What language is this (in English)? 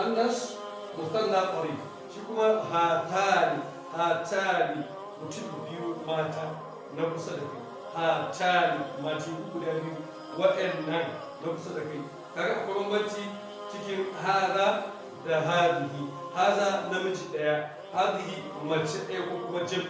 Hausa